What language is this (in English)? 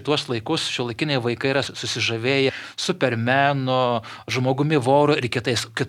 Lithuanian